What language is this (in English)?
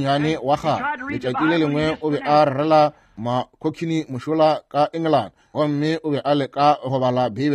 Northern Sotho